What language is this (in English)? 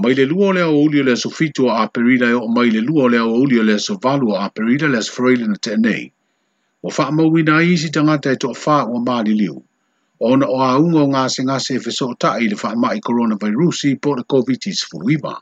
Samoan